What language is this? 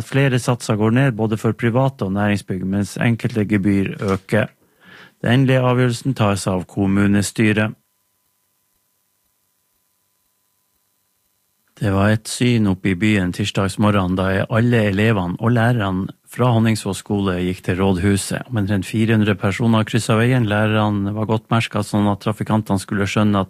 Norwegian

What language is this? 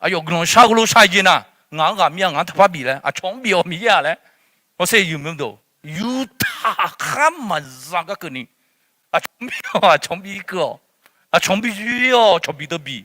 Akha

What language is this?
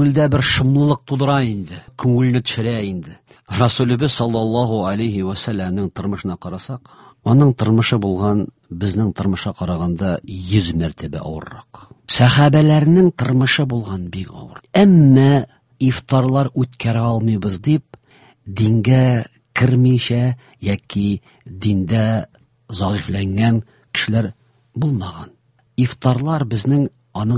Tatar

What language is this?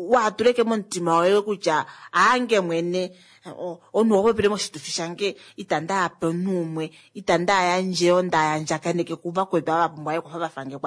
Kuanyama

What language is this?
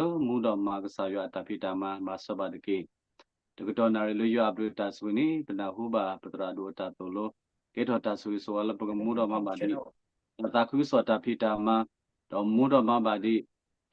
S'gaw Karen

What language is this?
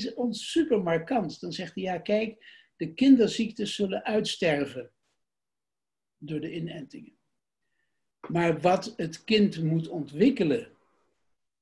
Dutch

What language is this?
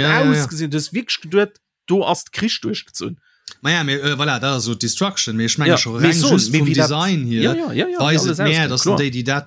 Luxembourgish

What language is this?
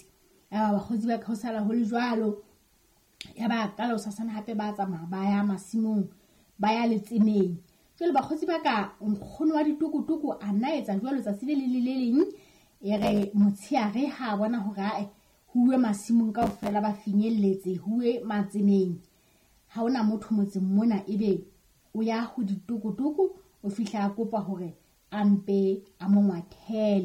Southern Sotho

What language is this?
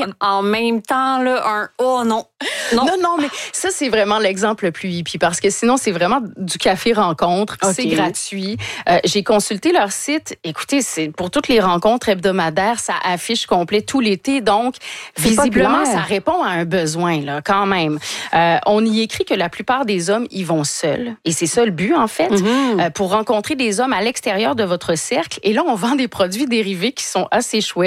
French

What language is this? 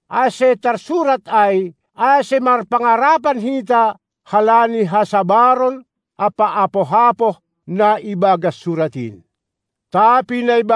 Batak Simalungun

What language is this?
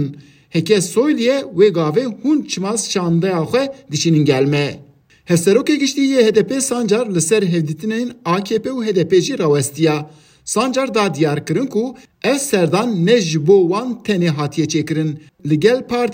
Kurdish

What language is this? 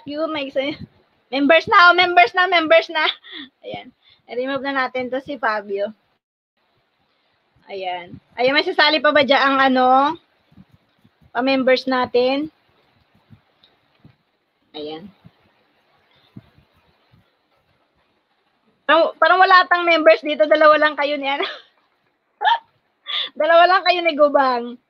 Filipino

